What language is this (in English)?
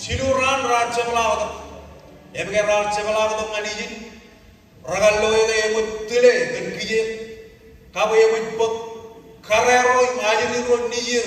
Marshallese